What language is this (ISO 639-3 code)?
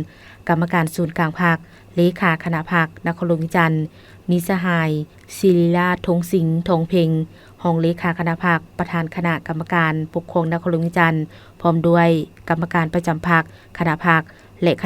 lao